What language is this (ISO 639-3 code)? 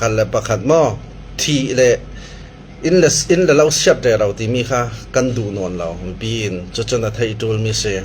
cfm